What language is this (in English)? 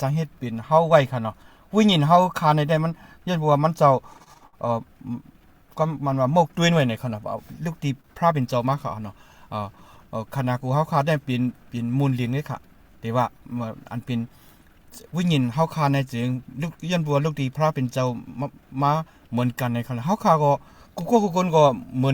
Shan